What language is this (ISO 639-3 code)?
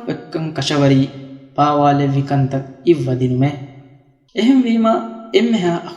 div